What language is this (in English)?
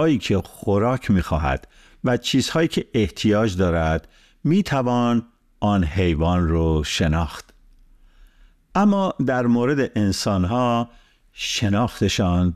Persian